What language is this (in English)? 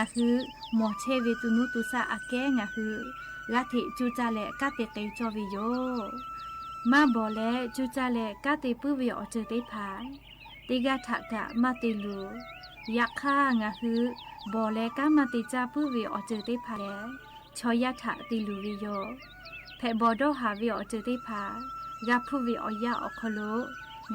Lahu